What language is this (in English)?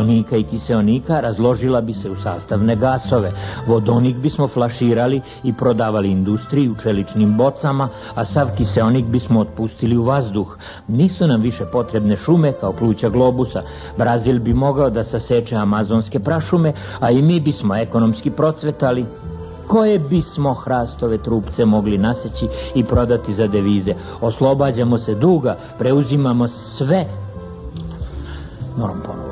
Serbian